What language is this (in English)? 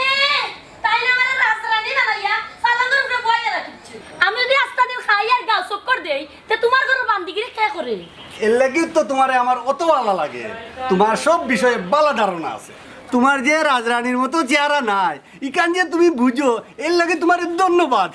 Sylheti